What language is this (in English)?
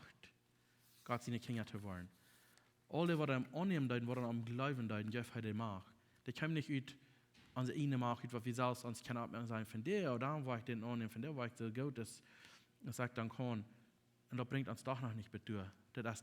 Plautdietsch